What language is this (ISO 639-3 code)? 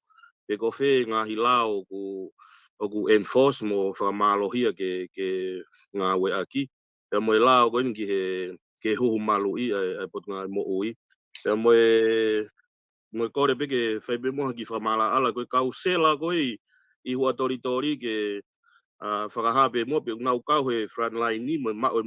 ton